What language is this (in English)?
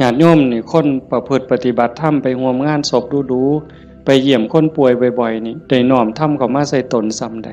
Northeastern Thai